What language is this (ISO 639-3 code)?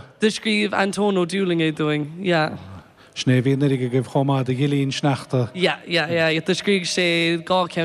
gle